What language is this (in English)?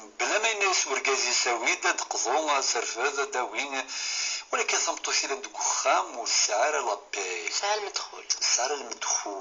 Kabyle